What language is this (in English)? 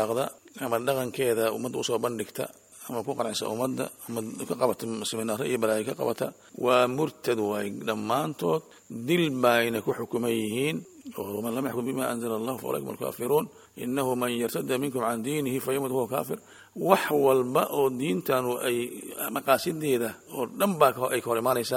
Somali